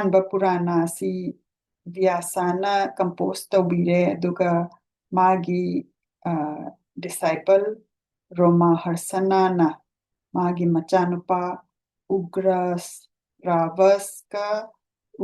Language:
Manipuri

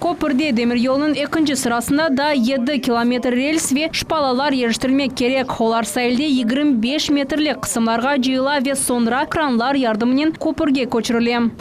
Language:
Crimean Tatar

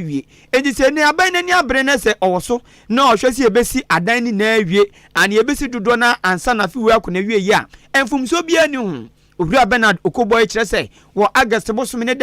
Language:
Akan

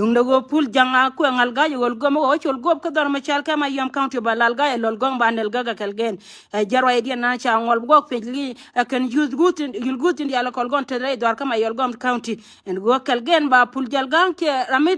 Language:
Nuer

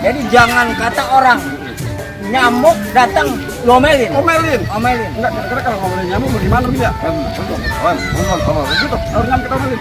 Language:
Betawi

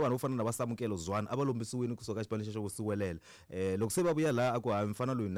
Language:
Tsonga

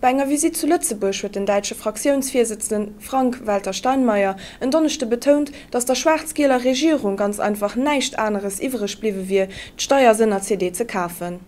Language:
Luxembourgish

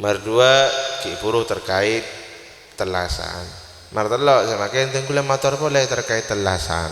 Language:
Madurese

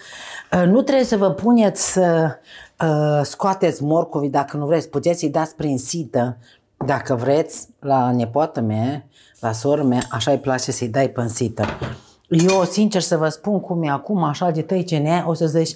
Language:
Romanian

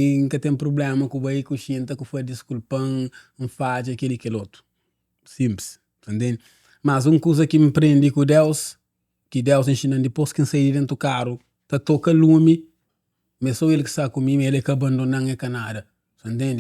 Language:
Kabuverdianu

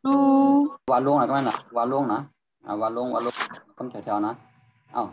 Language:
Shan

